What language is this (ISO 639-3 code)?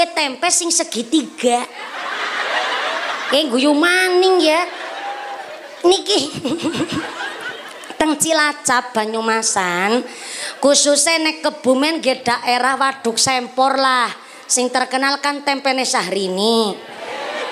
jav